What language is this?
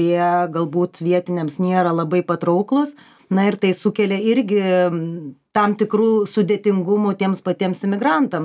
Lithuanian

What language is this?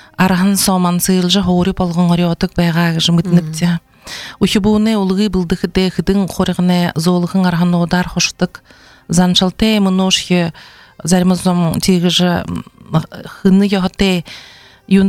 Buriat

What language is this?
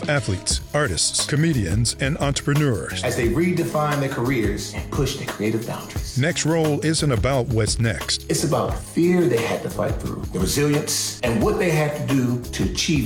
English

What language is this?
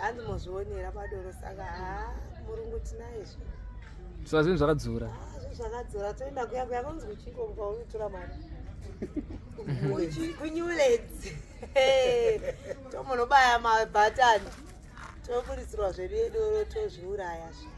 Shona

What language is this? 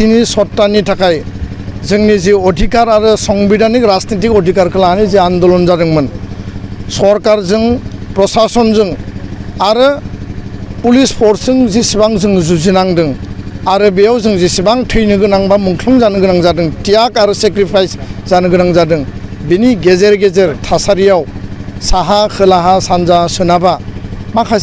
Bodo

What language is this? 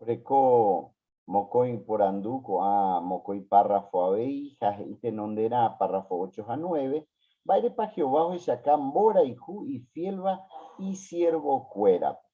Guarani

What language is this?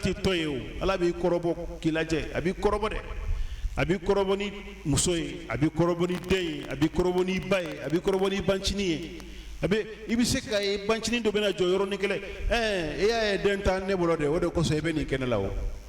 Bambara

